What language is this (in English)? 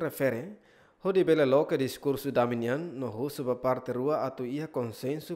Tetum